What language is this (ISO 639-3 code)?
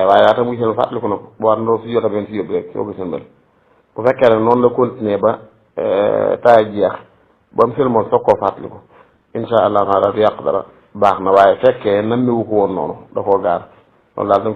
wol